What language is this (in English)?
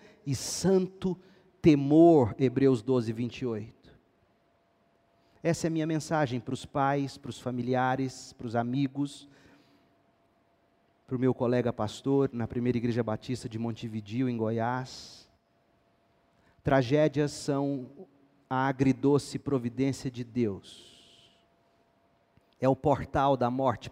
Portuguese